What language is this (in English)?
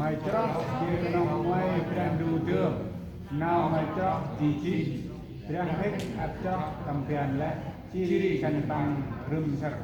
Central Mnong